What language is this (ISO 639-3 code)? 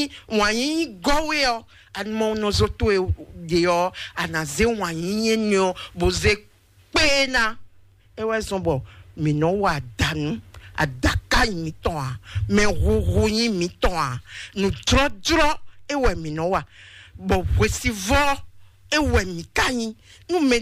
fon